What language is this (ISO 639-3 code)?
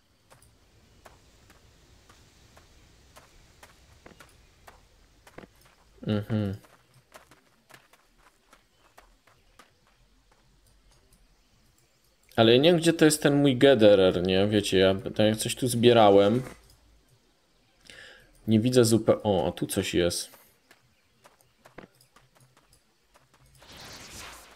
pol